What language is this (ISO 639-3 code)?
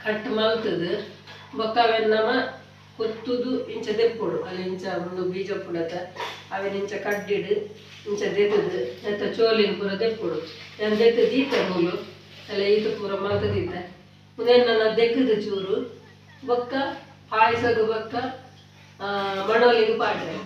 tcy